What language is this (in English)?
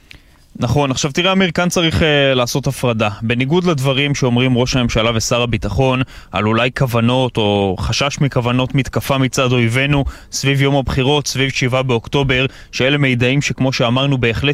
Hebrew